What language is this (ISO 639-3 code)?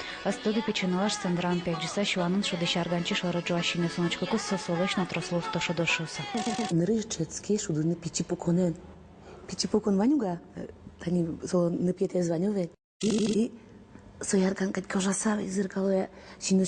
udm